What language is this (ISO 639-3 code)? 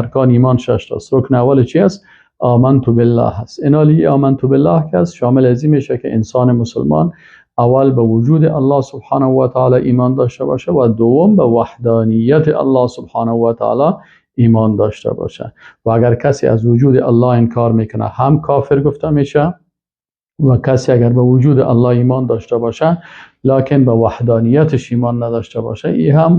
fas